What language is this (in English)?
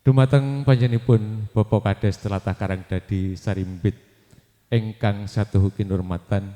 Javanese